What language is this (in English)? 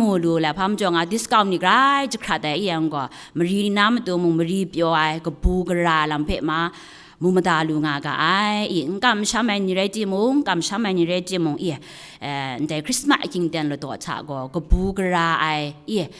Kachin